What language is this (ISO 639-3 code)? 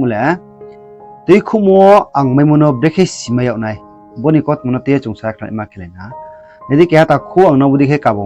ria